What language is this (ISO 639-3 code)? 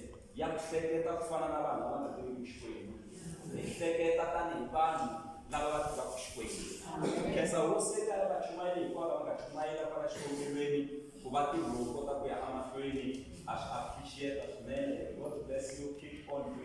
tso